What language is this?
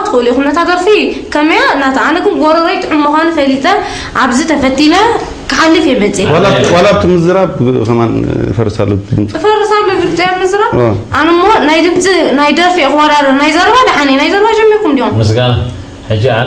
Tigrinya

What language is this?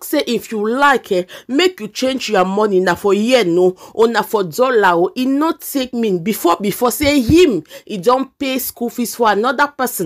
Nigerian Pidgin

